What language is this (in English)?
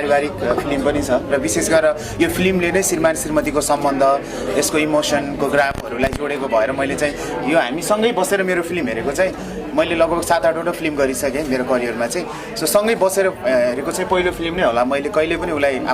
Nepali